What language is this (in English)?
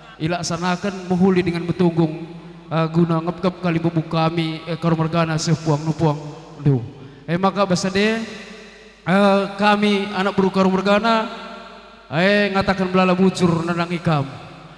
Batak Karo